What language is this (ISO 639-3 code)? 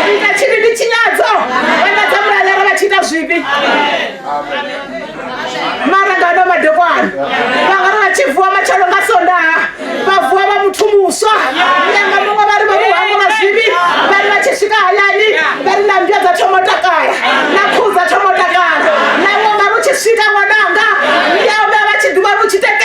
ven